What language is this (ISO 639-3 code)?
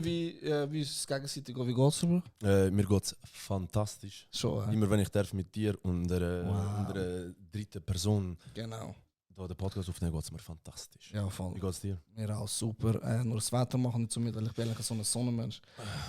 gsw